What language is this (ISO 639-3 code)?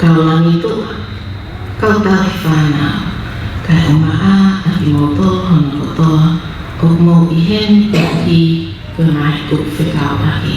ton